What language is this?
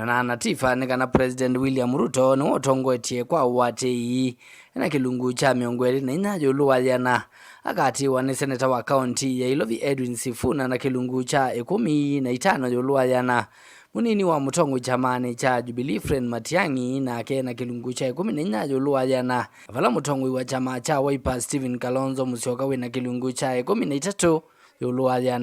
Kamba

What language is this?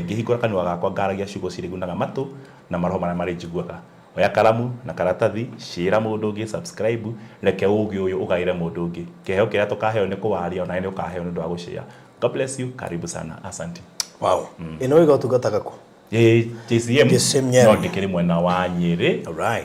Kikuyu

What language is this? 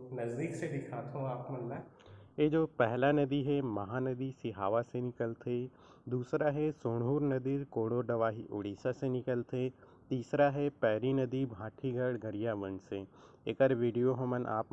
Chhattisgarhi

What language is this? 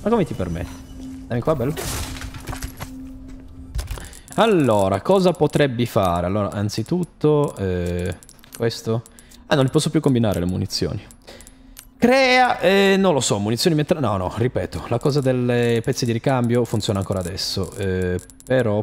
Italian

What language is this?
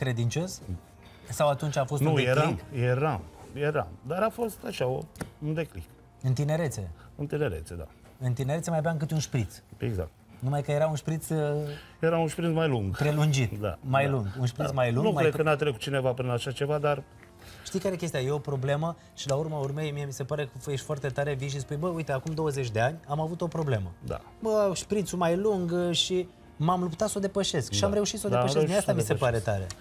Romanian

